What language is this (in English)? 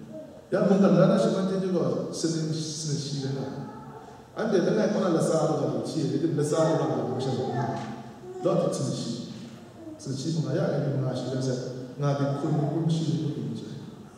Kachin